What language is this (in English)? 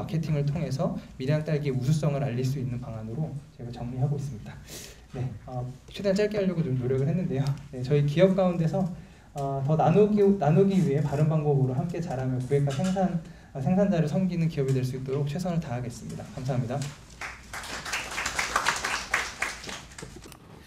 Korean